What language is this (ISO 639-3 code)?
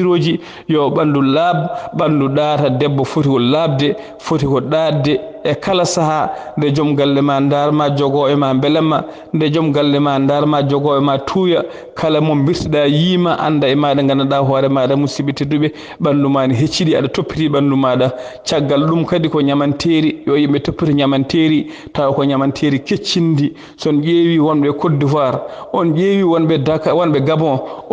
ful